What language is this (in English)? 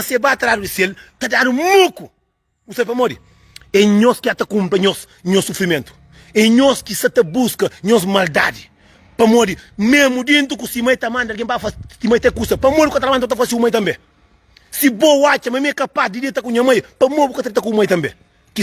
Kabuverdianu